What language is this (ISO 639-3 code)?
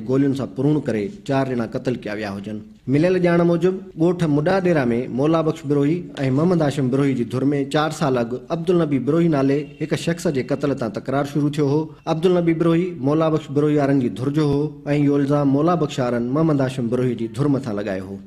snd